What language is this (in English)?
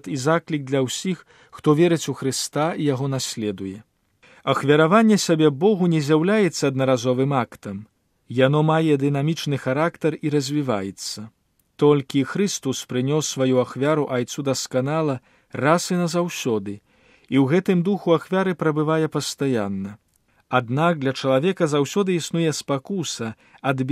Belarusian